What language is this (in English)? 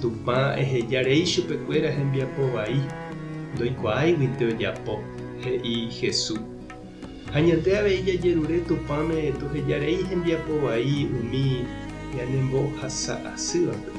Guarani